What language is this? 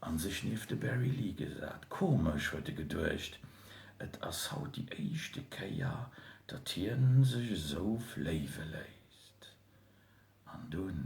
Luxembourgish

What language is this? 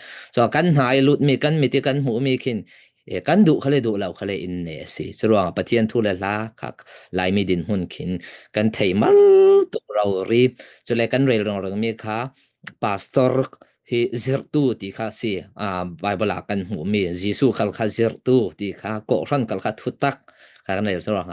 Falam Chin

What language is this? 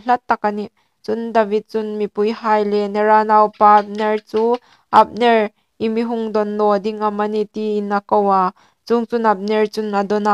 Hmar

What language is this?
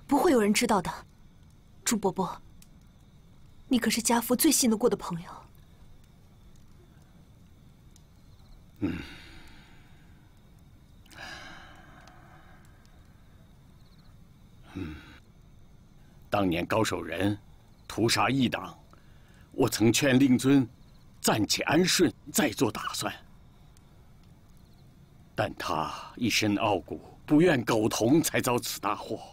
Chinese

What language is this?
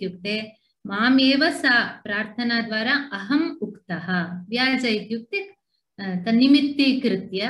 Sanskrit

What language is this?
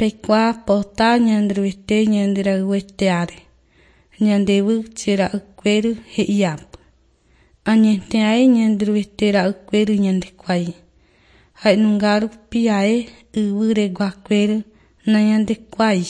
Guarani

